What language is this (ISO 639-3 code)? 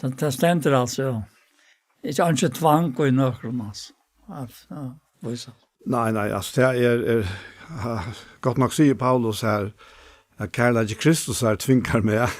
fao